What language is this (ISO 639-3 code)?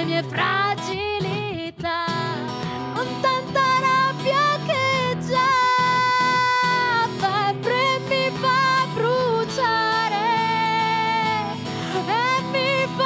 ita